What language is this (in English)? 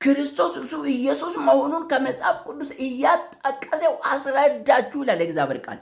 Amharic